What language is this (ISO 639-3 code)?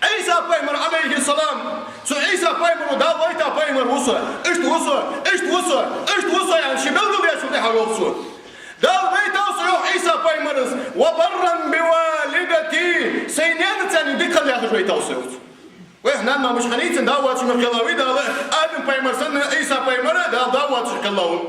inh